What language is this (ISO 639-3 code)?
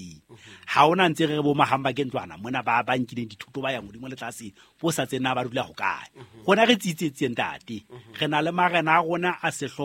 sot